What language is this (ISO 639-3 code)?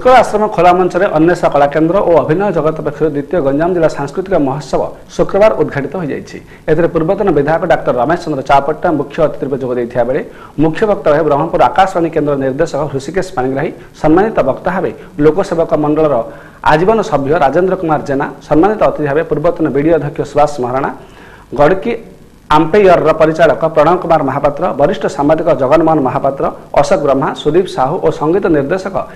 ori